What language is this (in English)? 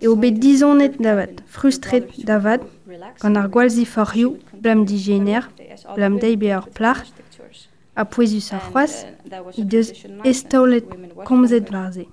Breton